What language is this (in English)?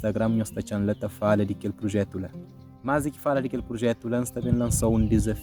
Kabuverdianu